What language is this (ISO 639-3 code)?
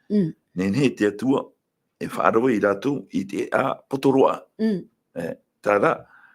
tah